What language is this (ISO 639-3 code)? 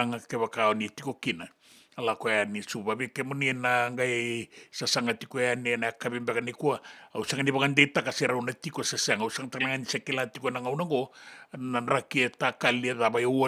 fij